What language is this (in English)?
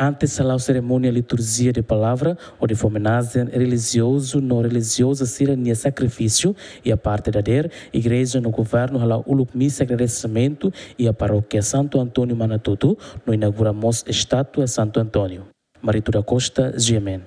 Tetum